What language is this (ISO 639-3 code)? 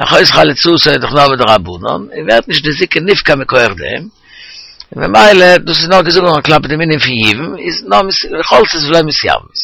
yid